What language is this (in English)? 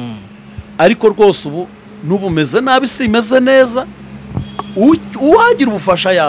Kinyarwanda